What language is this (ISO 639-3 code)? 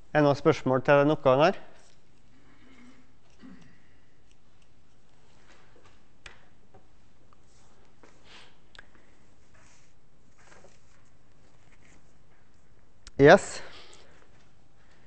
nor